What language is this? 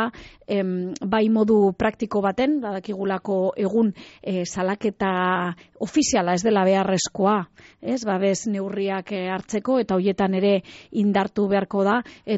Basque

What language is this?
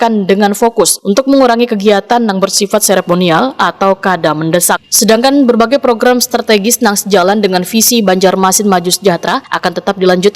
Banjar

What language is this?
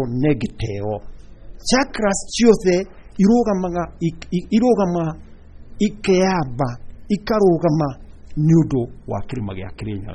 Kikuyu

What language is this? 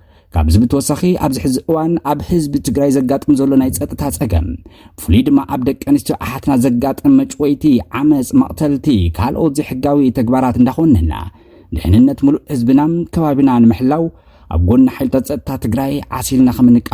Tigrinya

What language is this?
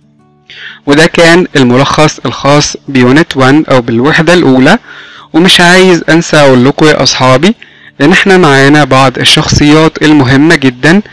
Egyptian Arabic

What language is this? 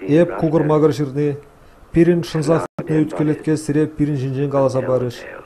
Chuvash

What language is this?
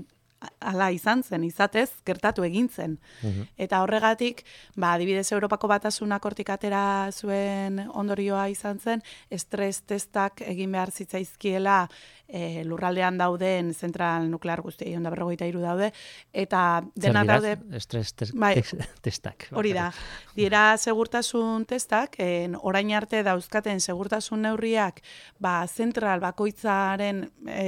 Basque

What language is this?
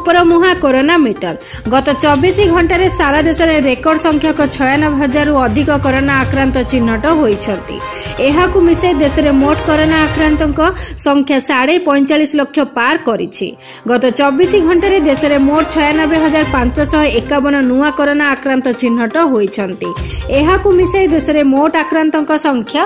Odia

